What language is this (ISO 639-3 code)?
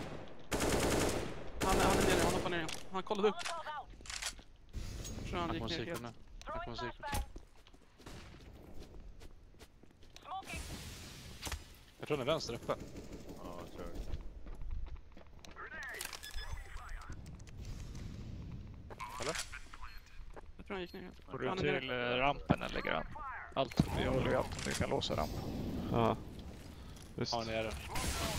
swe